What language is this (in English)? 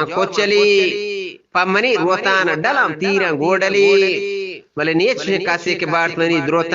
Eastern Balochi